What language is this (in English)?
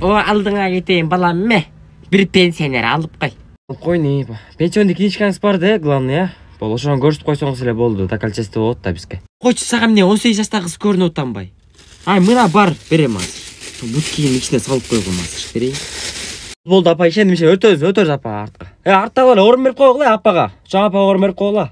Kyrgyz